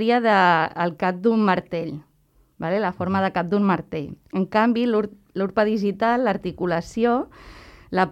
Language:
Catalan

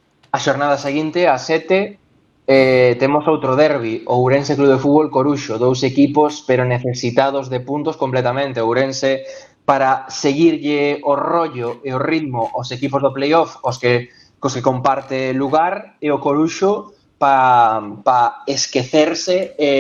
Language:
Galician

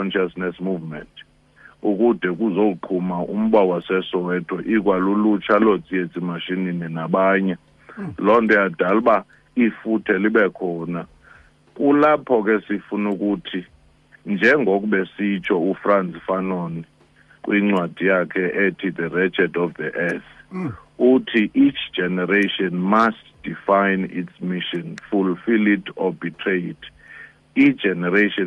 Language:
Xhosa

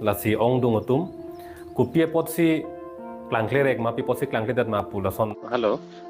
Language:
Karbi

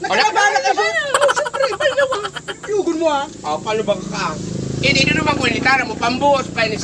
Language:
Bikol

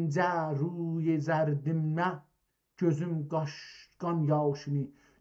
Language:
South Azerbaijani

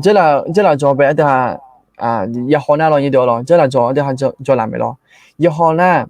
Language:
Akha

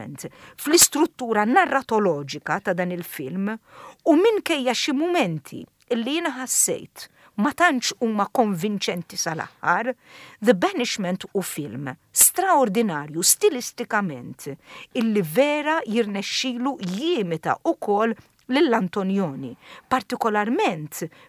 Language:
Maltese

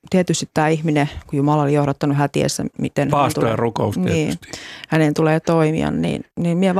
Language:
Finnish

